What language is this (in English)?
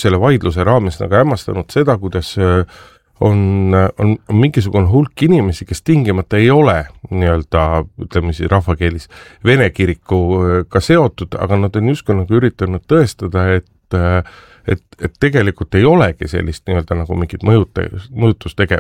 Estonian